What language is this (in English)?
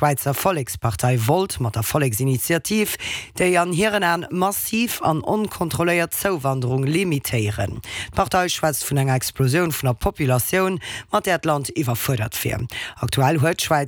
Luxembourgish